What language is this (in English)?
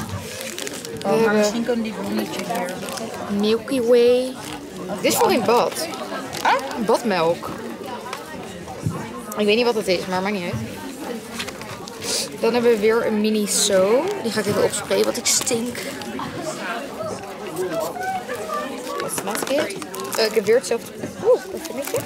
Dutch